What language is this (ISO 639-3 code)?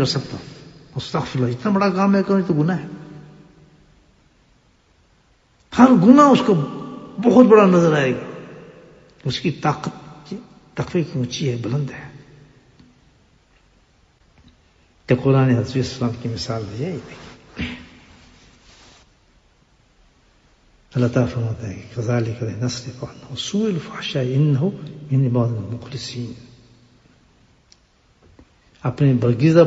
urd